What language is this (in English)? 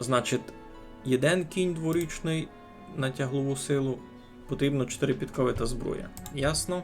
Rusyn